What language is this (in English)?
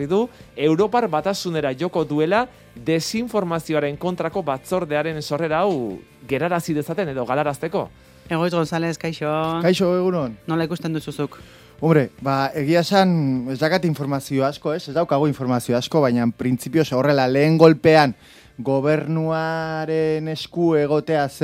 Basque